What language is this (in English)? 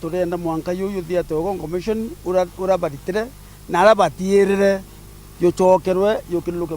Meru